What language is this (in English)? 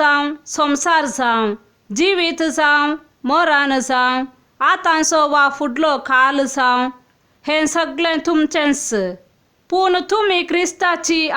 Konkani